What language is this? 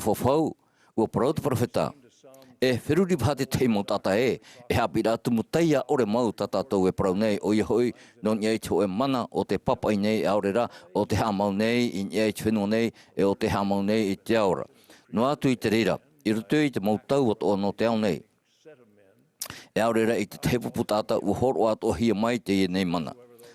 Tahitian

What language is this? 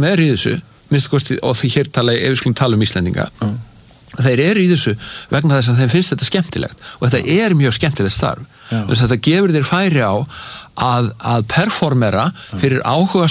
Icelandic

